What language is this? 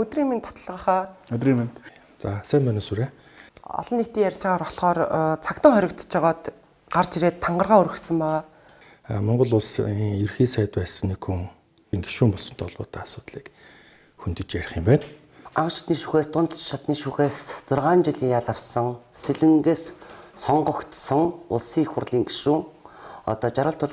Mongolian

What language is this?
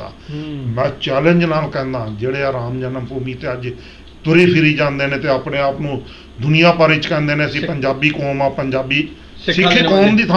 Punjabi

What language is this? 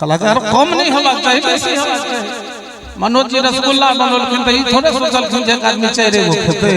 Maithili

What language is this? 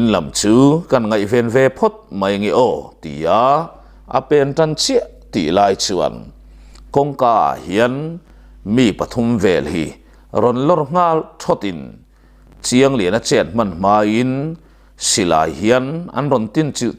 Mizo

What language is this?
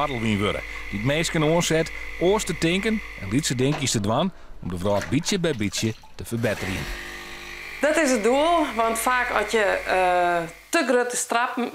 Western Frisian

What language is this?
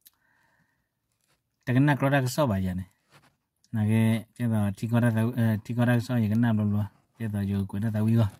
S'gaw Karen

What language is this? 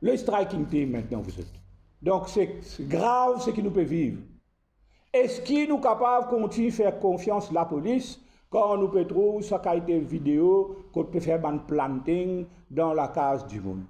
Morisyen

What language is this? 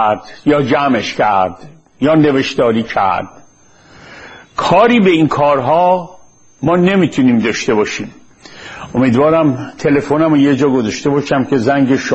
Persian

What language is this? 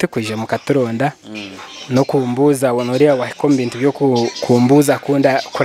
Nyoro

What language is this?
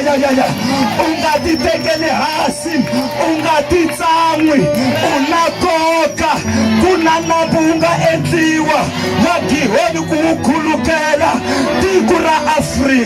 Tsonga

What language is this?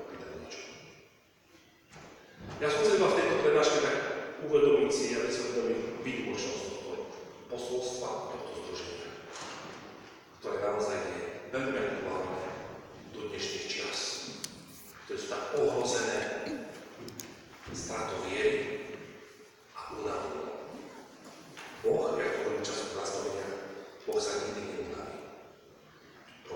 Slovak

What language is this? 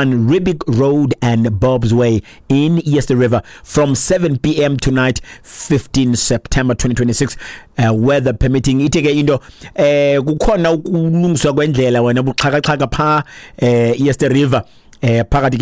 Xhosa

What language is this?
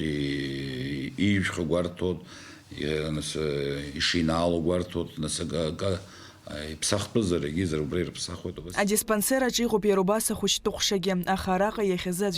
Abkhazian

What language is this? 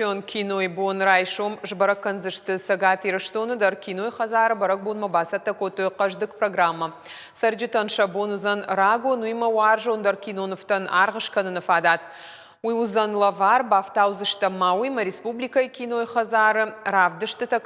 Ossetic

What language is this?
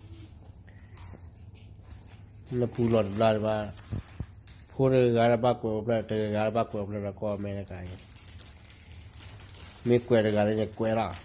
S'gaw Karen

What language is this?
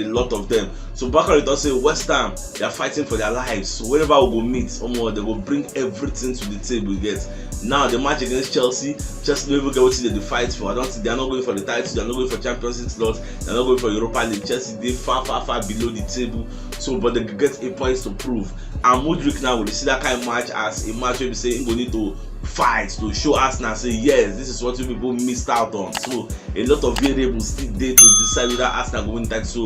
Nigerian Pidgin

